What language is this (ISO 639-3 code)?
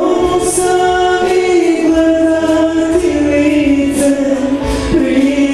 hrv